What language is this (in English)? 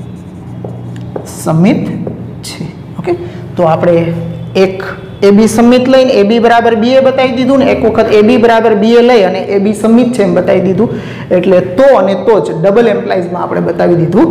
Gujarati